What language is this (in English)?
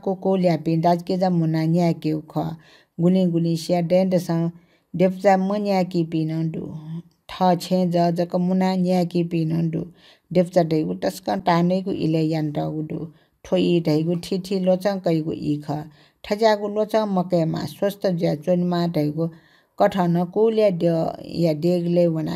Newari